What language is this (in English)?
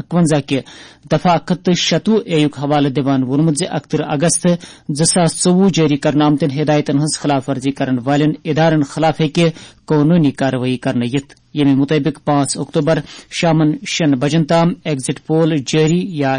Kashmiri